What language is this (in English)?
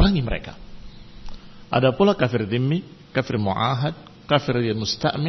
Indonesian